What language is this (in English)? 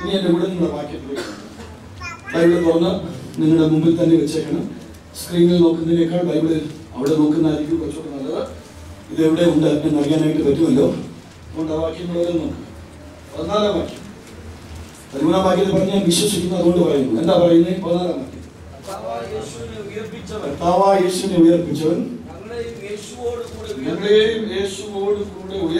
Malayalam